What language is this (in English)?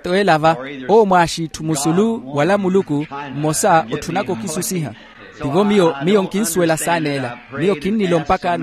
Makhuwa